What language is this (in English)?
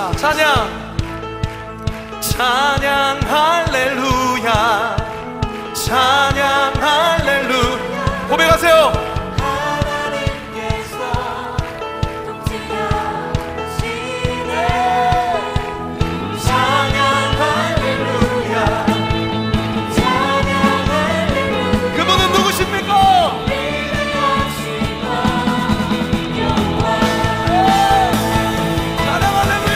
Korean